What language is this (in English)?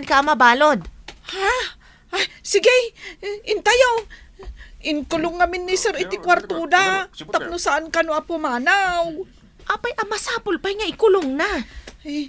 Iloko